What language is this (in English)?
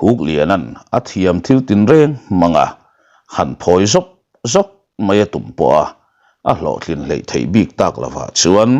Mizo